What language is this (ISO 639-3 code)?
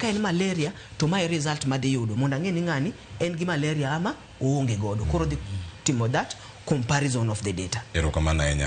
luo